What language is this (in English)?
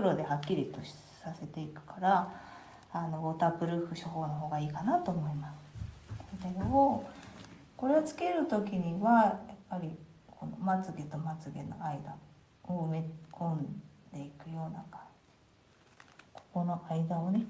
Japanese